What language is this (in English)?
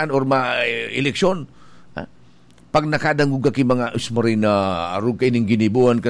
Bikol